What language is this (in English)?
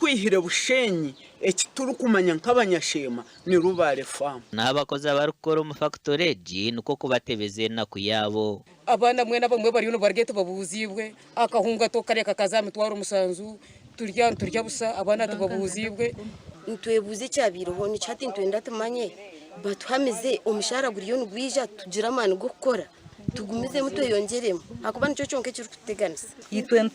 Nyankole